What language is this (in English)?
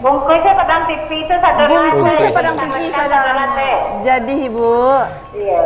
Minangkabau